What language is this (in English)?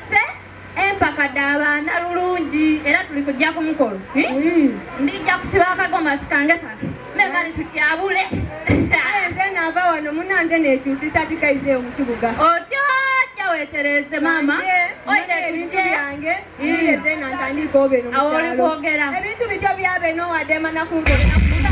Soga